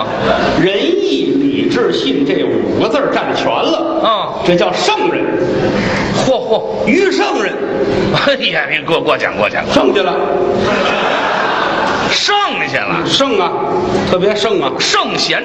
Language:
Chinese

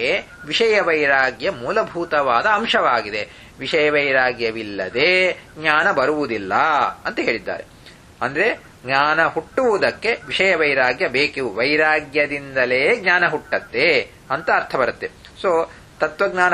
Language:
Kannada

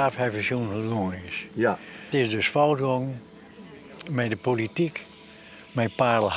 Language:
Western Frisian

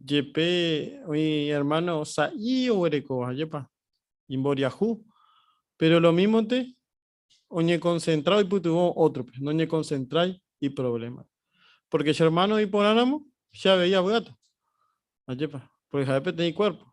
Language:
Guarani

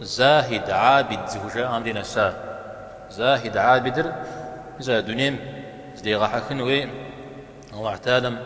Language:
Kabardian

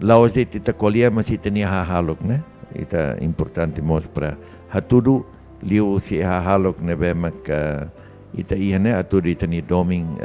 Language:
Tetum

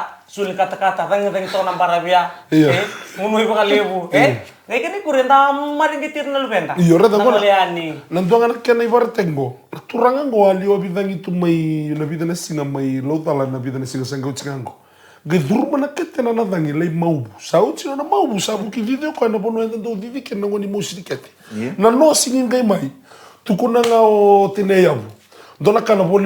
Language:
Fijian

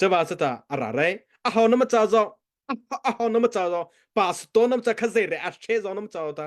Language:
Mara Chin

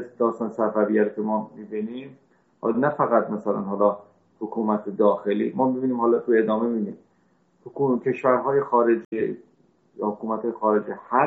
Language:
Persian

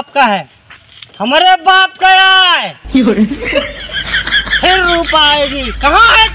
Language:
Awadhi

